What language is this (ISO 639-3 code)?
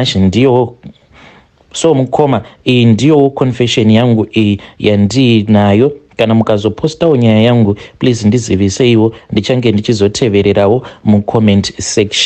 sna